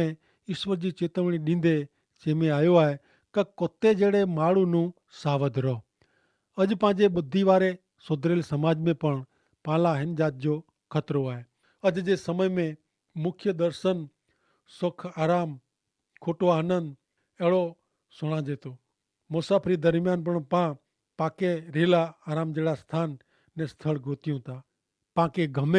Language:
Kachhi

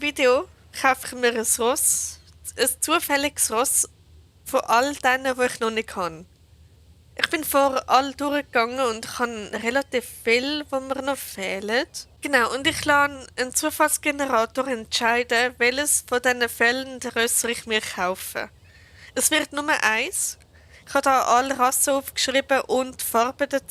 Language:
Swiss German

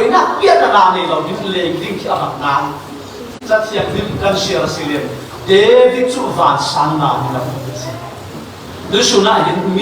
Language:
Falam Chin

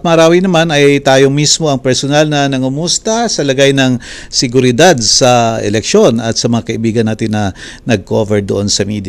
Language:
Filipino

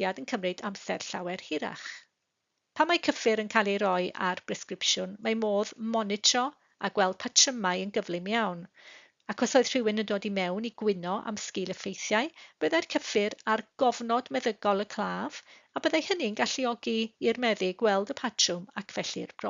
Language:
Welsh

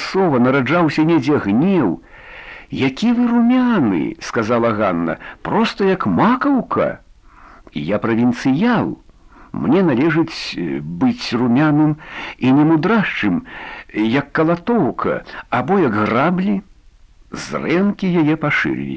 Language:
Belarusian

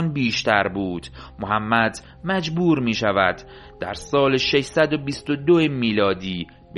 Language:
Persian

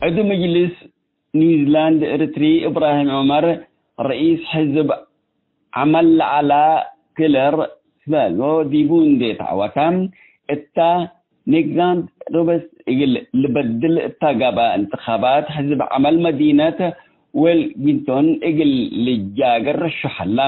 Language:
Tigre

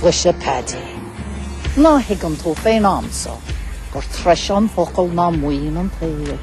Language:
Irish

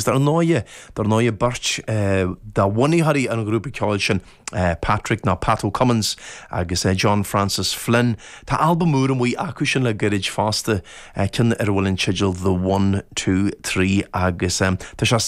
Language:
Irish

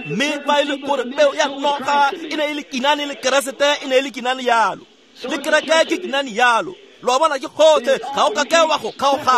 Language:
Tswana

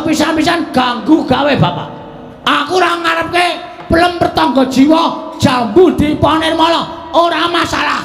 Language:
Javanese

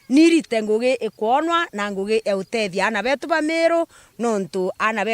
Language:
Meru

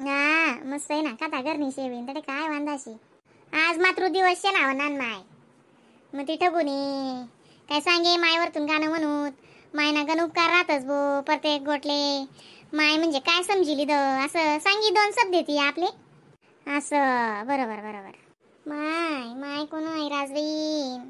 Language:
Khandesi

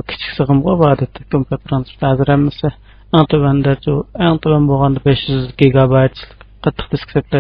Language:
Uyghur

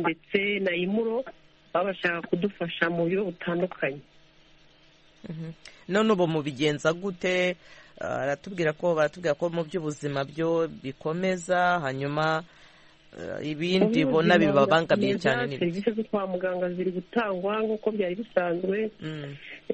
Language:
Kinyarwanda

